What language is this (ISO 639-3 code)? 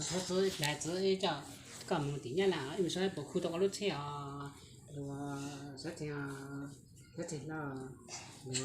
hmn